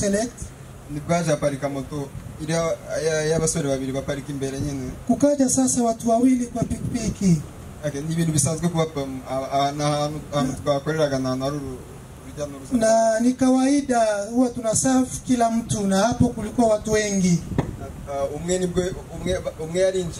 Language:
Kinyarwanda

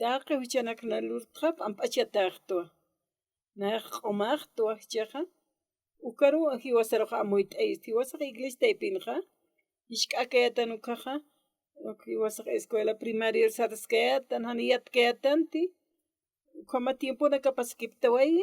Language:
Aymara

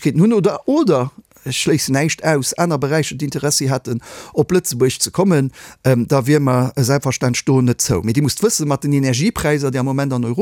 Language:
Luxembourgish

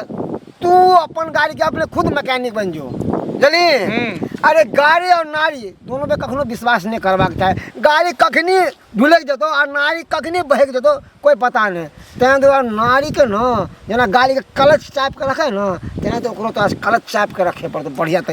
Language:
Maithili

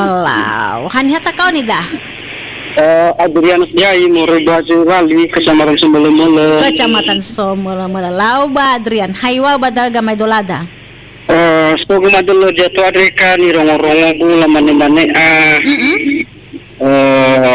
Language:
Nias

